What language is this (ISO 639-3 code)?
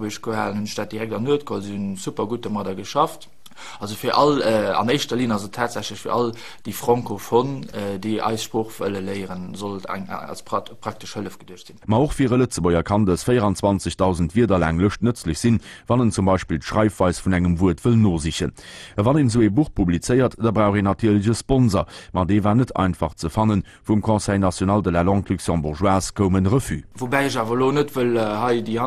ltz